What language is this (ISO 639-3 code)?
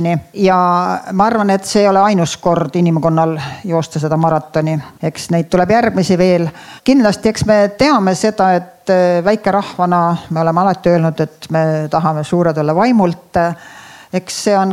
est